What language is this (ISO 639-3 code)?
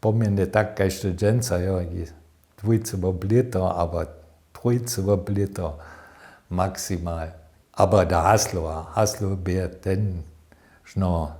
hsb